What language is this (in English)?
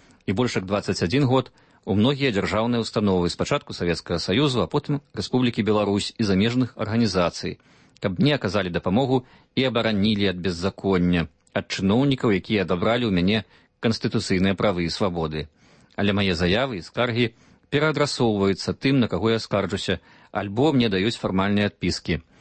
Belarusian